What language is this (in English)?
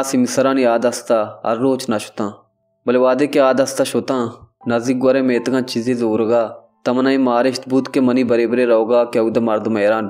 Baluchi